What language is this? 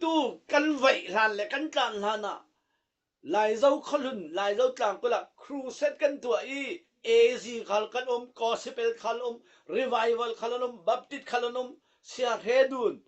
Falam Chin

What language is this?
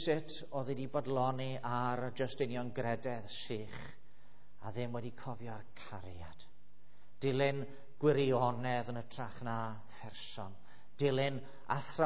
Welsh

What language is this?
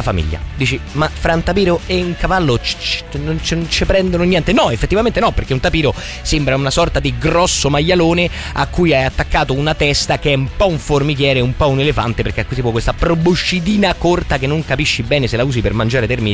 Italian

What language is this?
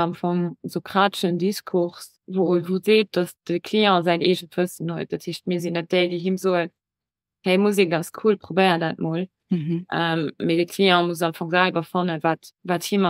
Luxembourgish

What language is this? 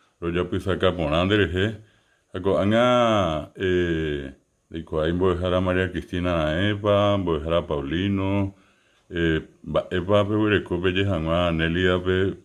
Guarani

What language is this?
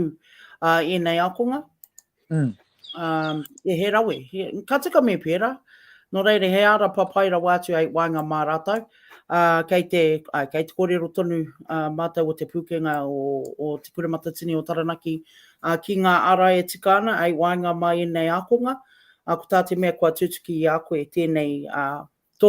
Māori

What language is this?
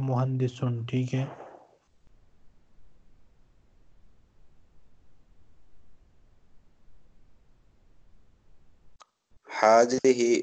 Urdu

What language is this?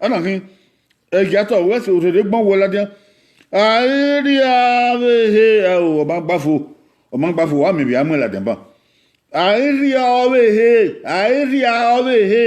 Bini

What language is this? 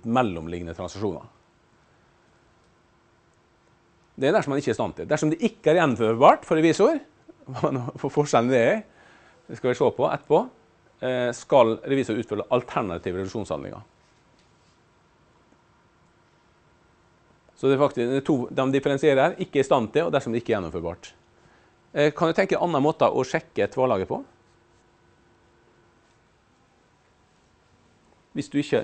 Norwegian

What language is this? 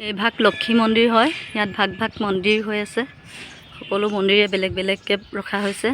Assamese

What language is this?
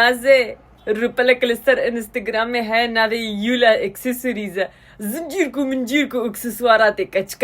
Kurdish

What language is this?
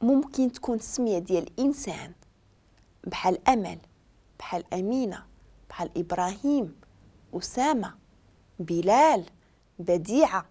Moroccan Arabic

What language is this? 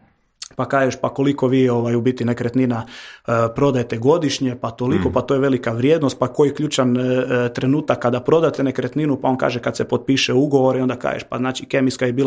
Croatian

